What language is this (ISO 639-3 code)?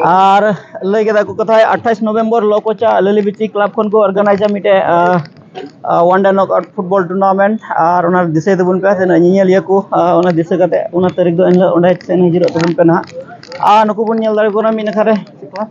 sat